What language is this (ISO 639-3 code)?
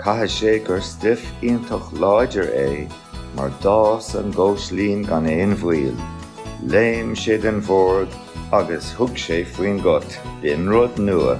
gle